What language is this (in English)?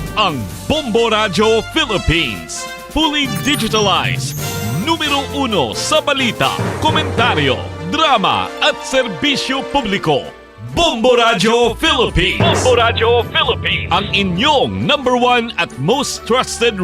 Hiligaynon